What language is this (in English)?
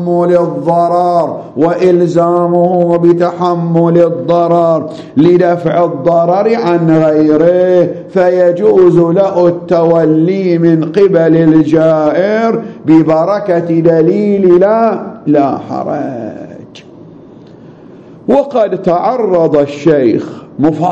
Arabic